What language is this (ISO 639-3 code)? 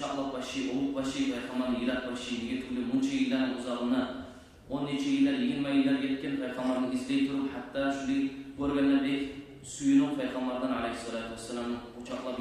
kum